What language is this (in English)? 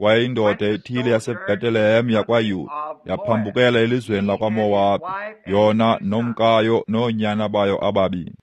Xhosa